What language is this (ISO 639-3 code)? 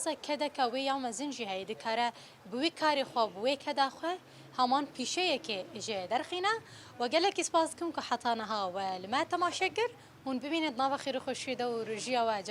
kur